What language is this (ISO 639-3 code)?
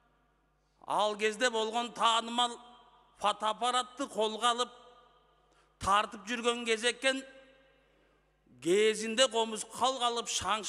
kaz